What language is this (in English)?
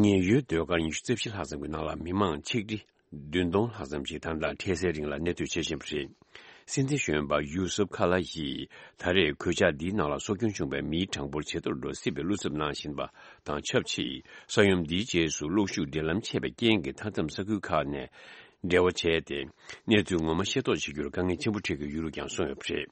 Tibetan